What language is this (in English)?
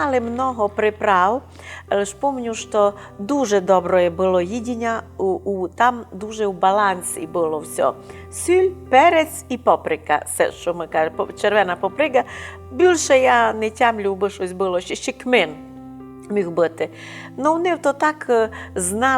Rusyn